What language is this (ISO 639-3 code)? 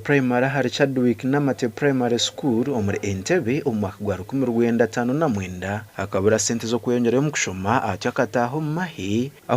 nyn